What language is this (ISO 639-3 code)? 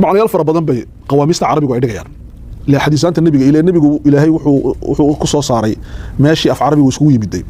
som